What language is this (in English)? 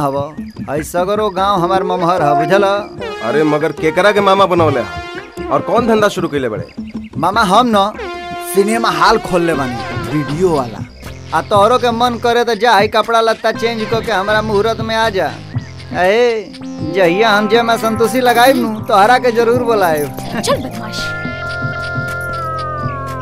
Bhojpuri